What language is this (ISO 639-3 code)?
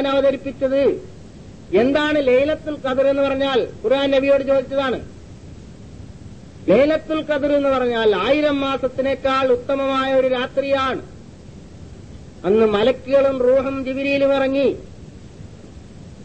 mal